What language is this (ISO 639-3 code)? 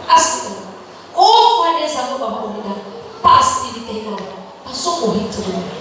nia